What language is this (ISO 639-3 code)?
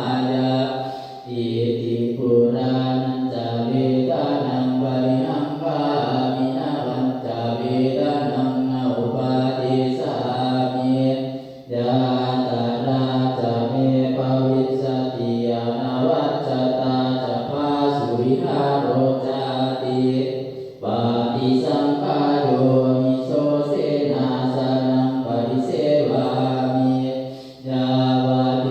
pli